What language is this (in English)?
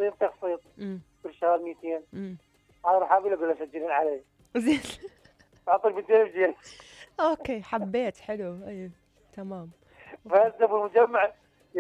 Mesopotamian Arabic